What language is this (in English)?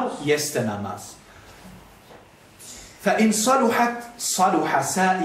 Bosnian